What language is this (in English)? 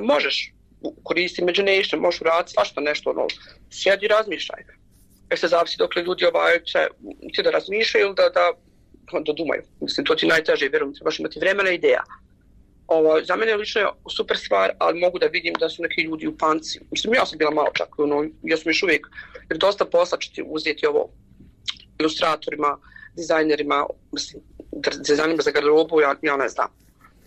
Bosnian